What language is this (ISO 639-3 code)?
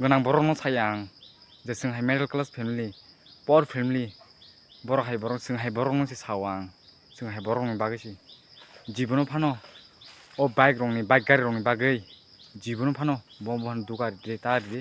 trp